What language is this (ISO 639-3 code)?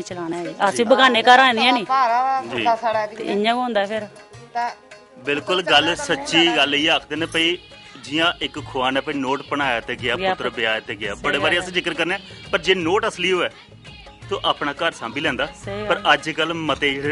doi